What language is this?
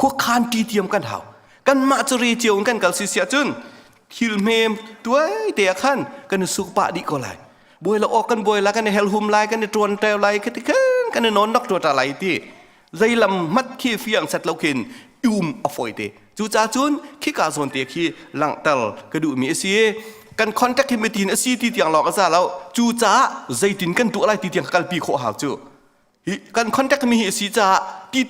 Hakha Chin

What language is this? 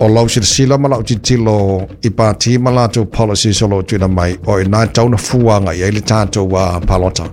Samoan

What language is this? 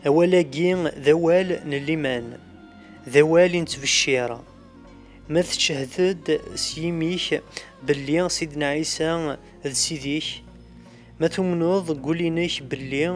Kabyle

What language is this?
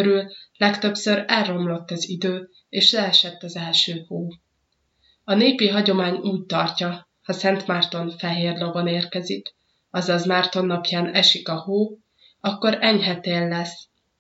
Hungarian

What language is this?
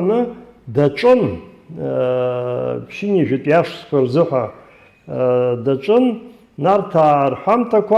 Abkhazian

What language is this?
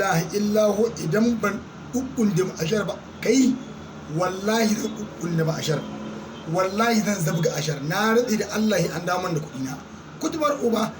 Hausa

